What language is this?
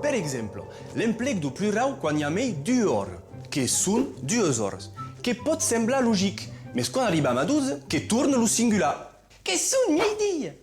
Occitan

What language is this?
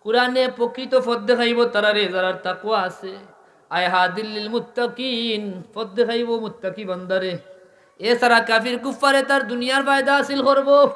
Sylheti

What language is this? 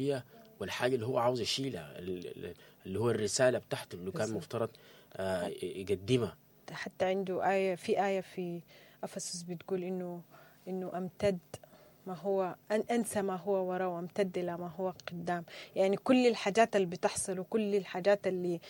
Sudanese Arabic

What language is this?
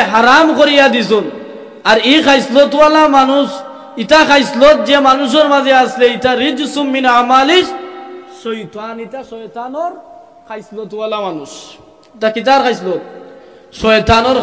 Sylheti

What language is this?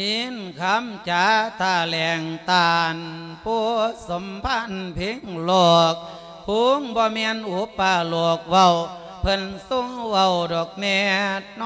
Lao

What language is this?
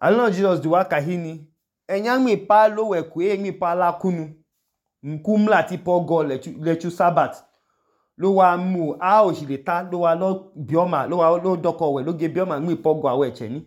Idoma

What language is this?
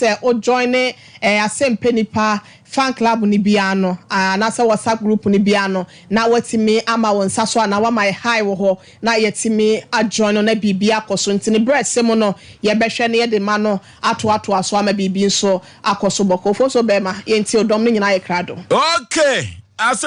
Akan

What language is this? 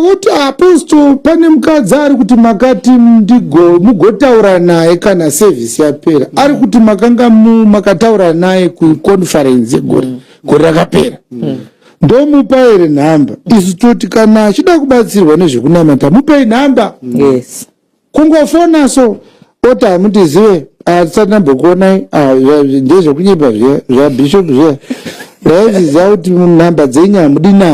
Shona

